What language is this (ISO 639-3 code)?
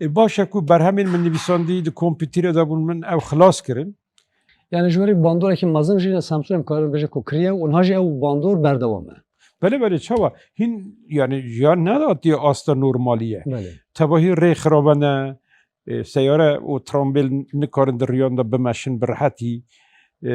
kur